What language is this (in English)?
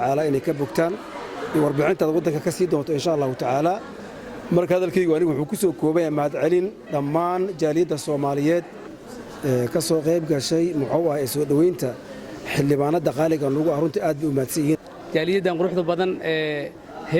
Somali